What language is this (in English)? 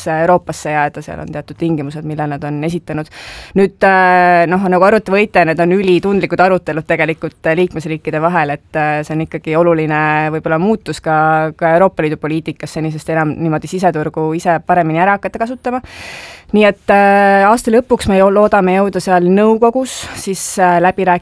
Estonian